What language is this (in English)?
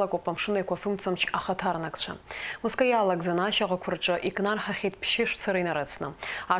Abkhazian